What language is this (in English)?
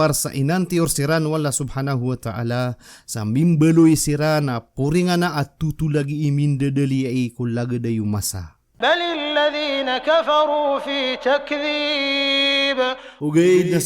Maranao